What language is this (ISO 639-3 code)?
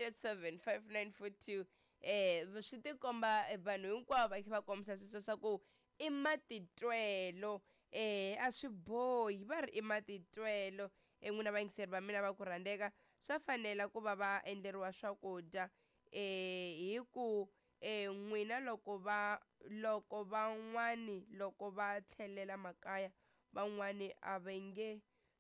tso